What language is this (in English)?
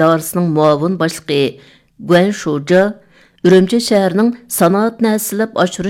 Uyghur